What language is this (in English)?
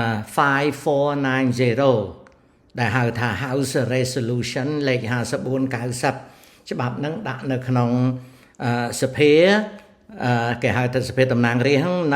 Khmer